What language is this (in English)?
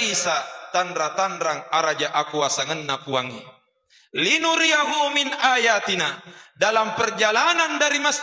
Buginese